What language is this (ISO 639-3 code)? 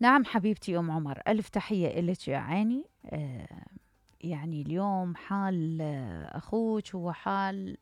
acm